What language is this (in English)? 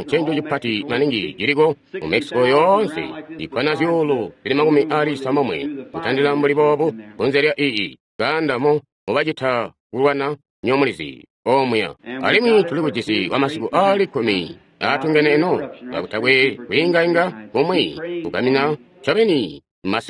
Tonga (Zambia)